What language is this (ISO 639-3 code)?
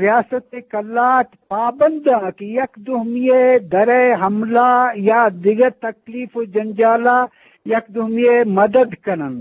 bgp